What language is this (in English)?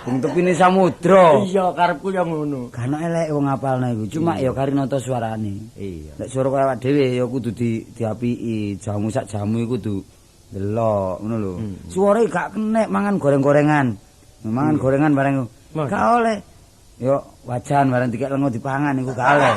Javanese